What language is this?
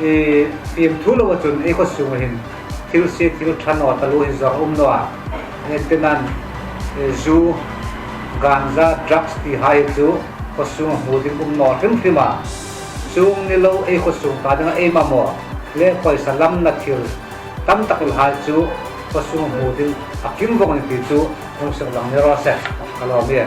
Hmar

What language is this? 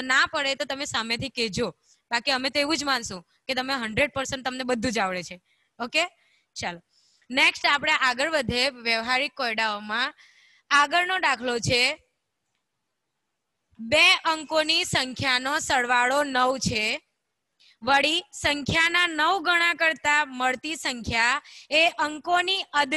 Gujarati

